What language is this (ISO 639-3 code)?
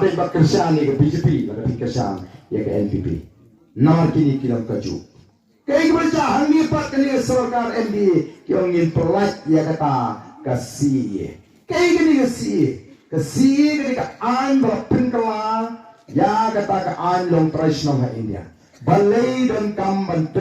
kha